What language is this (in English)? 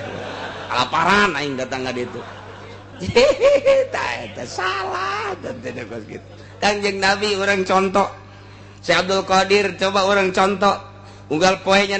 Sundanese